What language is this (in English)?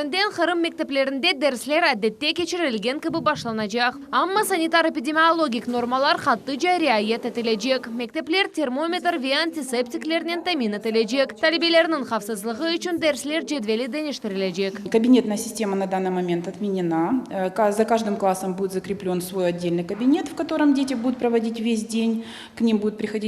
Crimean Tatar